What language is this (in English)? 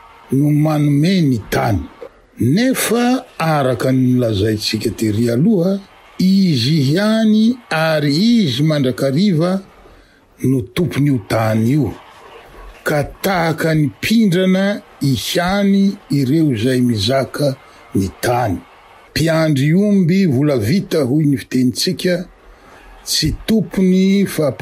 Malagasy